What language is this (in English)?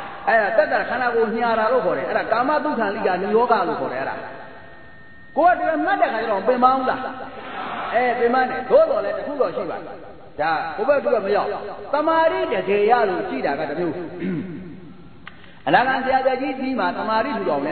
Burmese